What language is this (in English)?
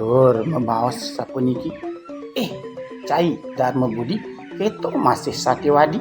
Balinese